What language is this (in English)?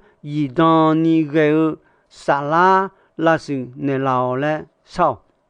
Akha